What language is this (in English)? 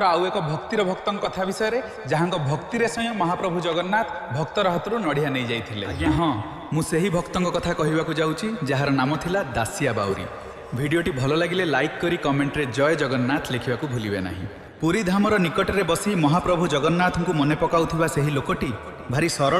Odia